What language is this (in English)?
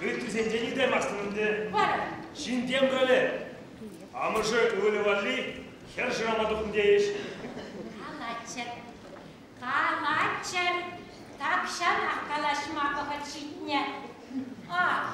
Chuvash